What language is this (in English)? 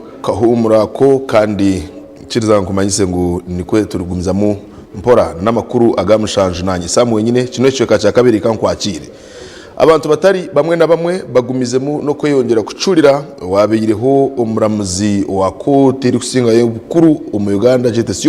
Nyankole